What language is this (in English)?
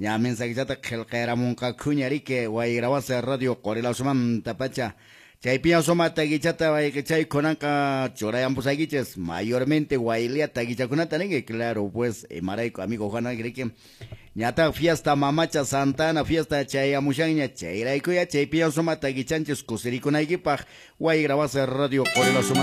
Quechua